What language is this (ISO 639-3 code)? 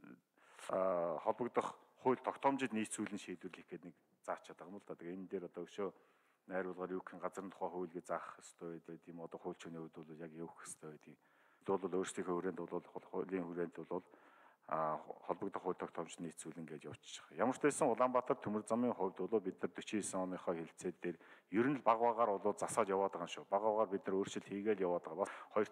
mon